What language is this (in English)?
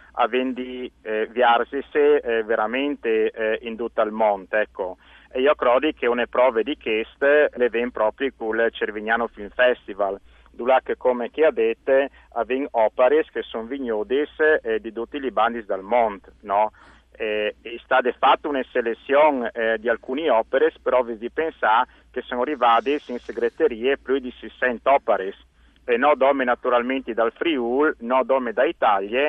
Friulian